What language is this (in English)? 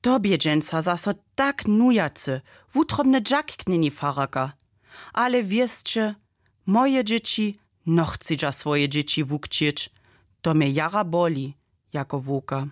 Upper Sorbian